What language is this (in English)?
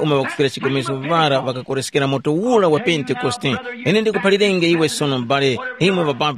Tumbuka